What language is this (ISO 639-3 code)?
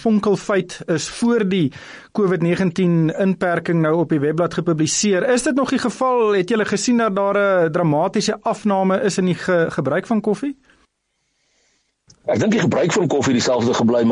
afr